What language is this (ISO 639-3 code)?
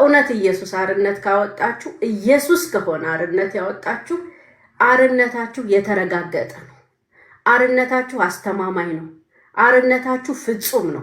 amh